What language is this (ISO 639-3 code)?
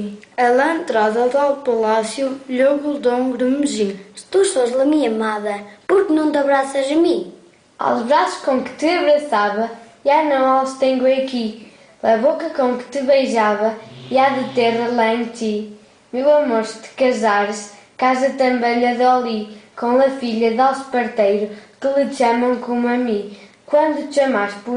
mwl